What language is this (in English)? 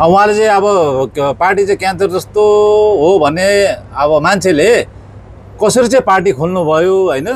Nepali